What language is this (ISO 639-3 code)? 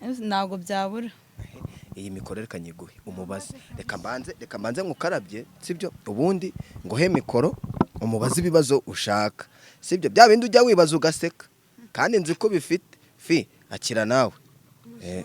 kin